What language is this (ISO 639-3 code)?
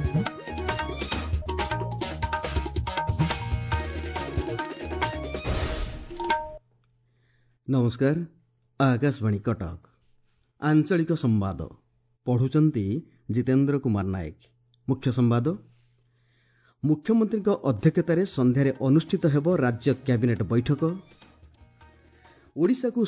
ori